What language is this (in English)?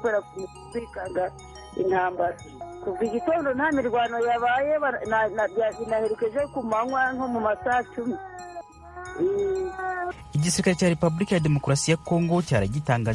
Kinyarwanda